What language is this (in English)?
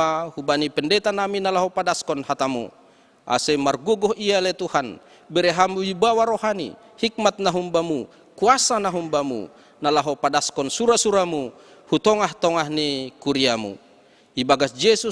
Batak Simalungun